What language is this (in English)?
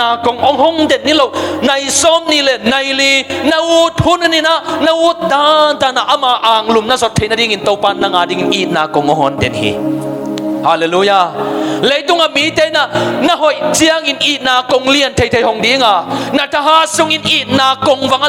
Tedim Chin